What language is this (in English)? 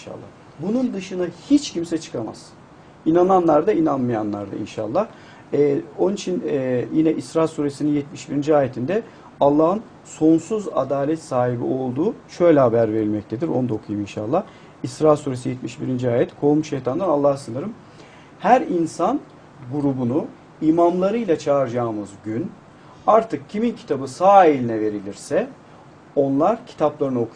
Turkish